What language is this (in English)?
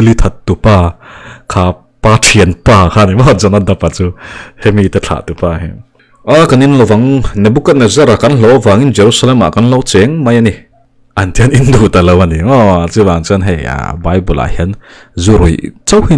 Mizo